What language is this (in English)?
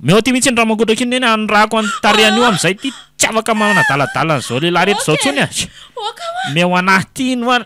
Malagasy